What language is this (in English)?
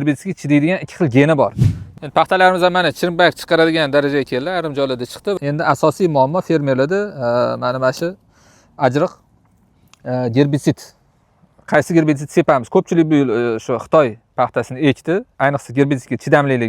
Uzbek